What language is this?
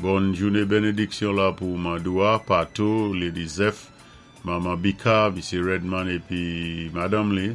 Saint Lucian Creole French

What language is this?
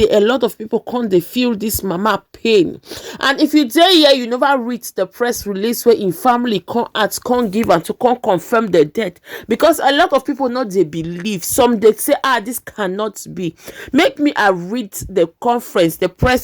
Nigerian Pidgin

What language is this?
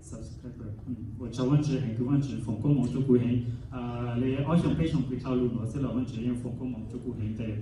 Hmong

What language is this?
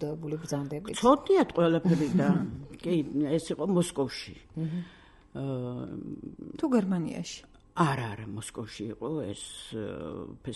Georgian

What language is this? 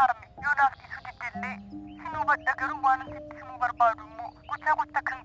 Oromo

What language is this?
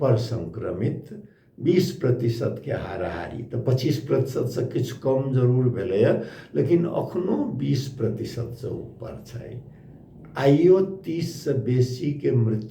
Maithili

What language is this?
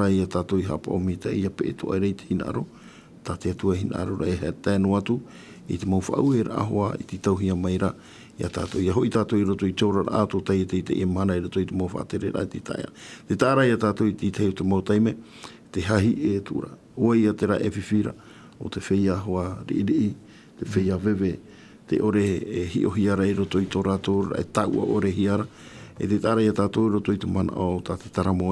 Tahitian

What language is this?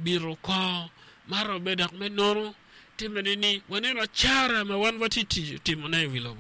Acoli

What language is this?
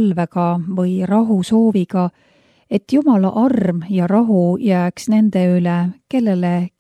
Estonian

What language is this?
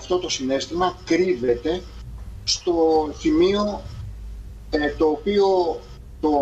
Greek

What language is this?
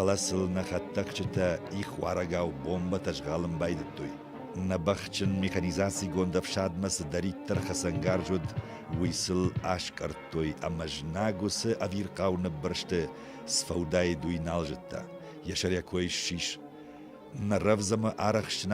Ossetic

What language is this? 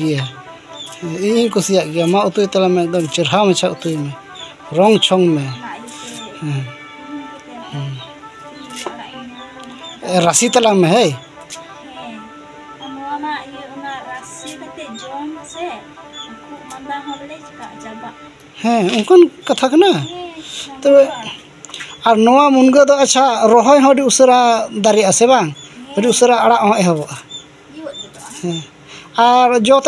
Santali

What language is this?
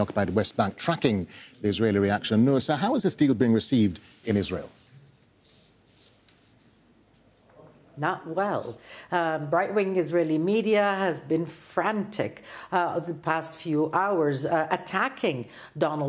English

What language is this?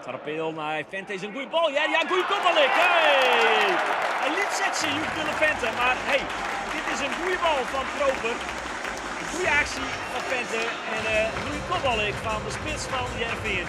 Western Frisian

